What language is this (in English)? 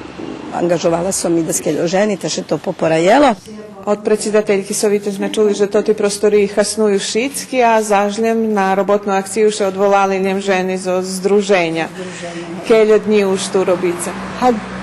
Rusyn